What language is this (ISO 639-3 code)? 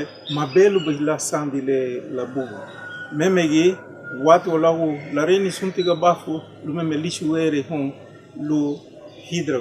cab